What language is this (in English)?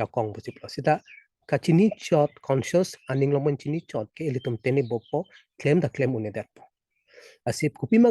Karbi